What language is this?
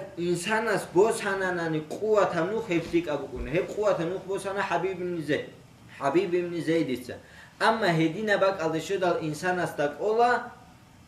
Avaric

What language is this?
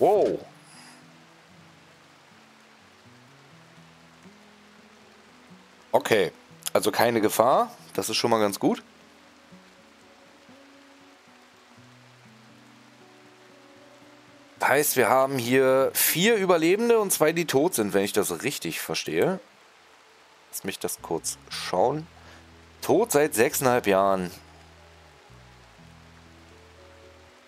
German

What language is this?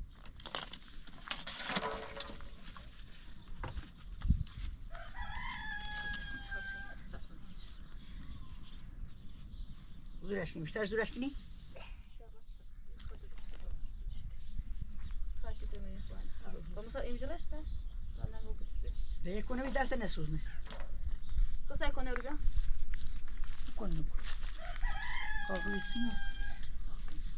Persian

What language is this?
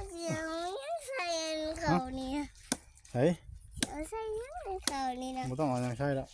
Northeastern Thai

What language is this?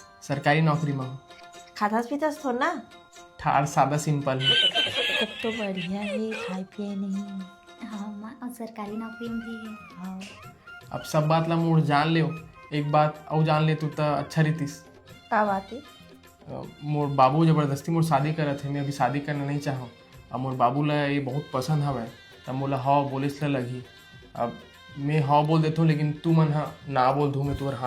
Chhattisgarhi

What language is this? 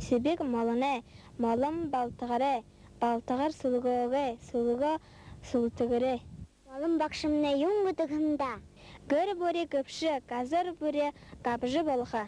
Buriat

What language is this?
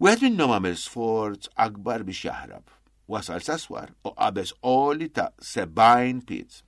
Maltese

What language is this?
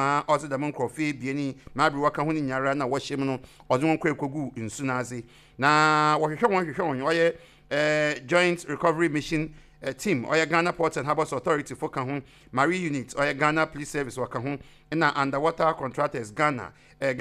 Akan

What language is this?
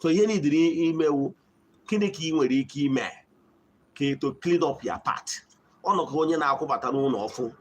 Igbo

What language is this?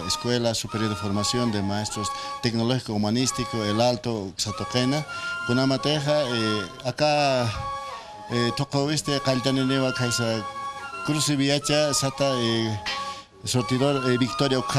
Aymara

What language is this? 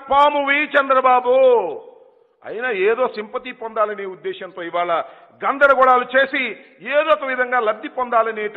Telugu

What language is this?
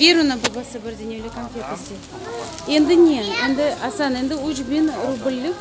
Crimean Tatar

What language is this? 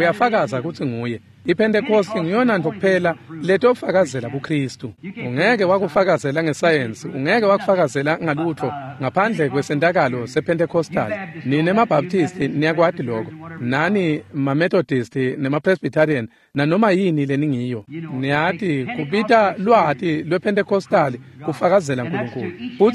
Swati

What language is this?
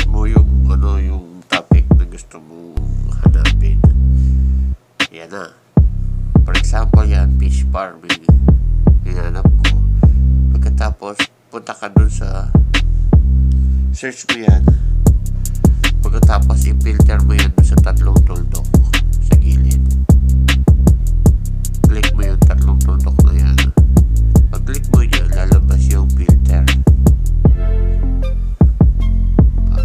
Filipino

